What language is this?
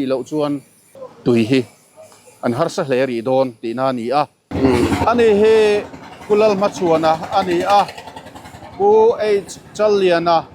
Mizo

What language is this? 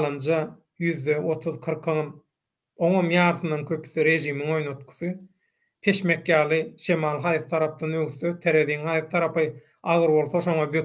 Turkmen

